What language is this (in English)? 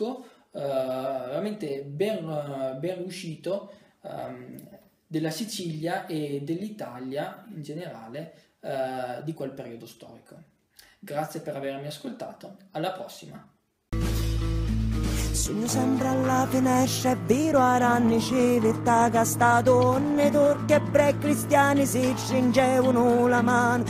Italian